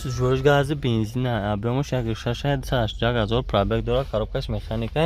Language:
Tajik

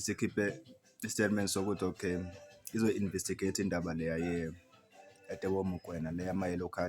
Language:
Zulu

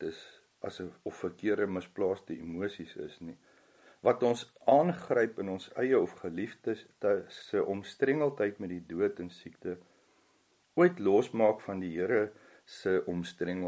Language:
Afrikaans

